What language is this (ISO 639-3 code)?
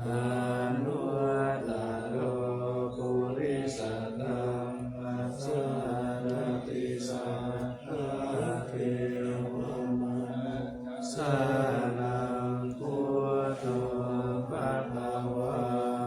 pli